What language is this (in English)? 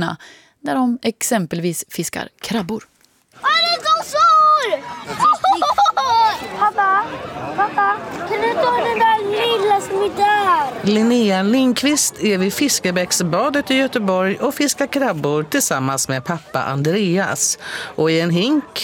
Swedish